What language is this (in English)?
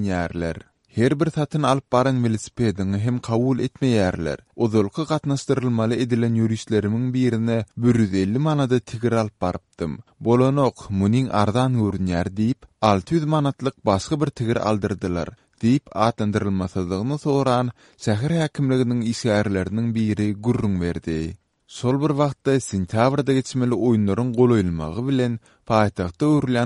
Turkmen